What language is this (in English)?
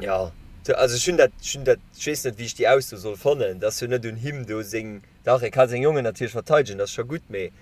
Luxembourgish